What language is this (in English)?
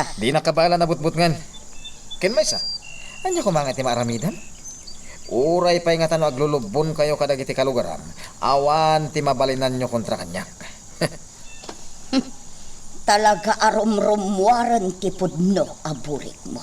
Iloko